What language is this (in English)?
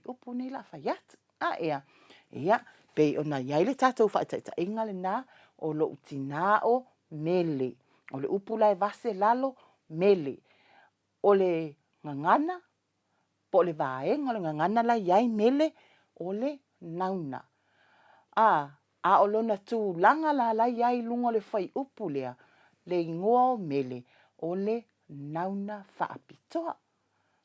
Samoan